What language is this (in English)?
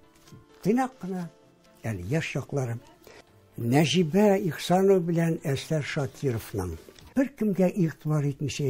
Tatar